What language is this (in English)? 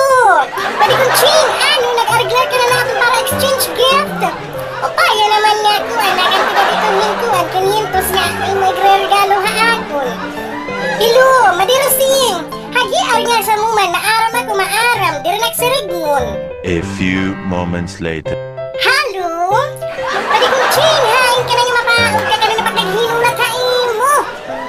Waray